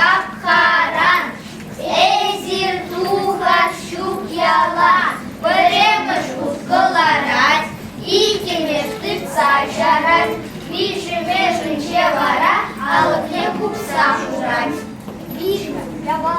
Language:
Chuvash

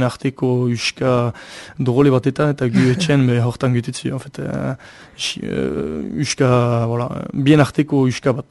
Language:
Basque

